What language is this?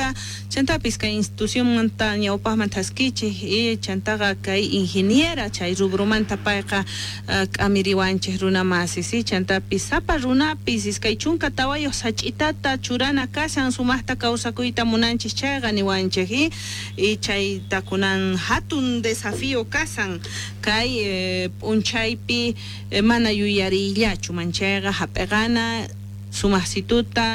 South Bolivian Quechua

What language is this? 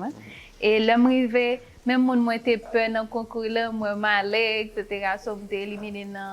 Haitian Creole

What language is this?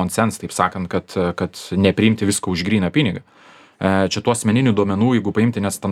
Lithuanian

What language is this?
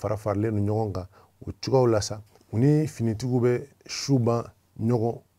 Bambara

